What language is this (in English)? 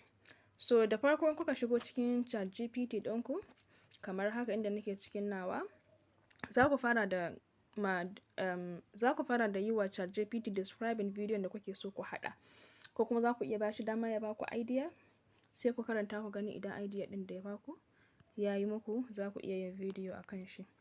Hausa